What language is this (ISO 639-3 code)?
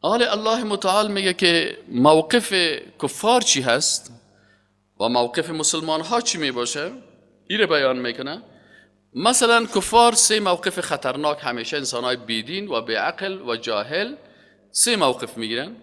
fas